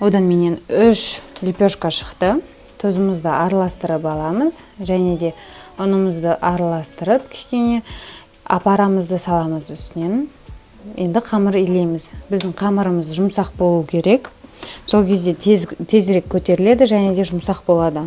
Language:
Kazakh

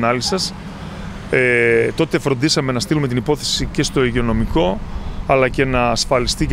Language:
Greek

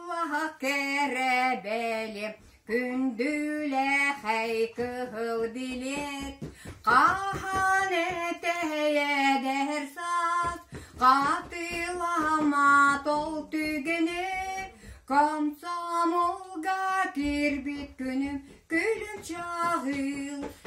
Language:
Yakut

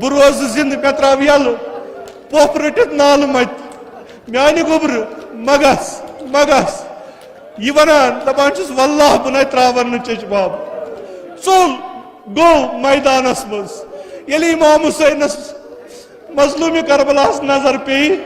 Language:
Kashmiri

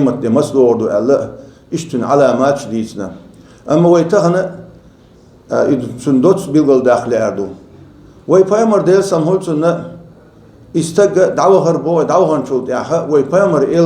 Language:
Chechen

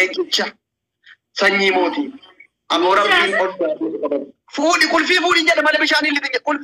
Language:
Oromo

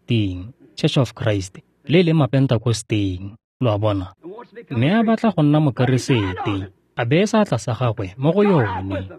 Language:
Tswana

